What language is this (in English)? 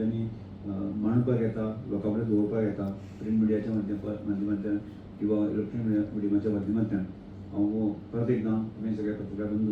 Konkani